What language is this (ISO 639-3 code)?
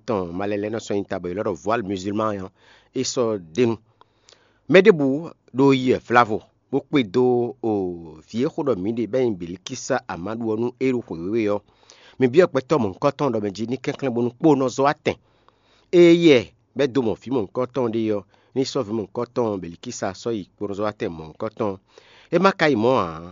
fon